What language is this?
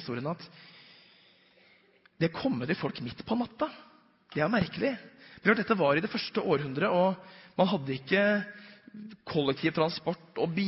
Norwegian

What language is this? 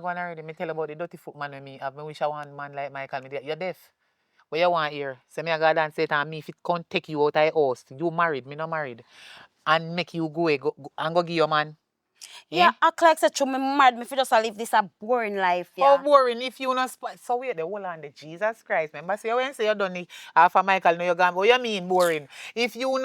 Jamaican Creole English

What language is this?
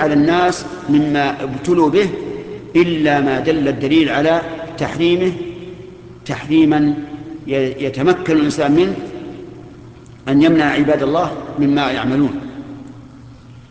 Arabic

